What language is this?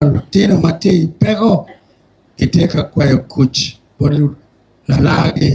Acoli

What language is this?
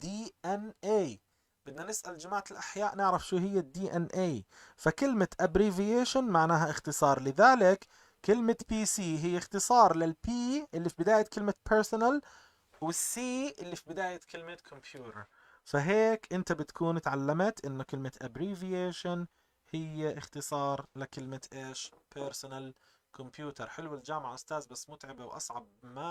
North Levantine Arabic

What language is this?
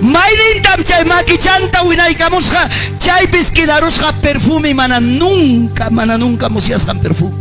Ayacucho Quechua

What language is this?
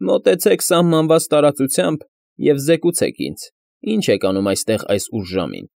Armenian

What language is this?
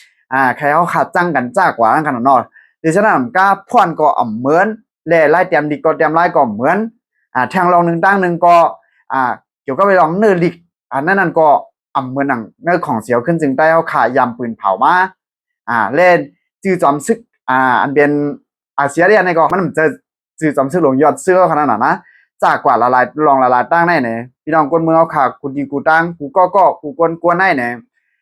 Shan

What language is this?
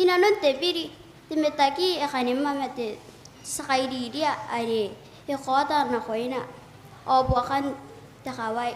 Gilbertese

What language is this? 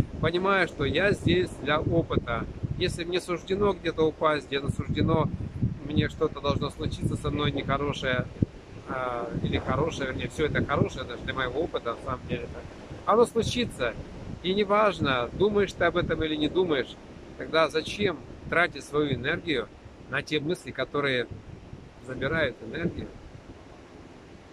Russian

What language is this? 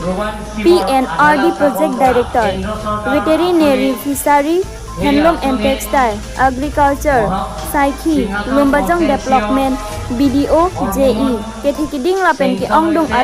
Karbi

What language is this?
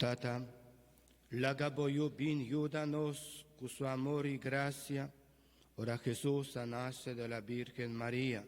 Papiamento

